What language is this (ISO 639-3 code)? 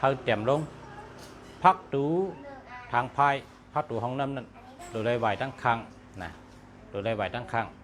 shn